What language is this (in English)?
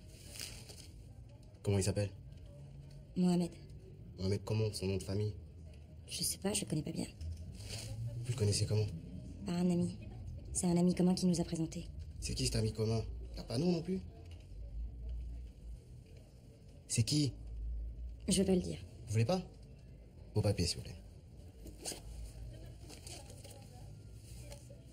French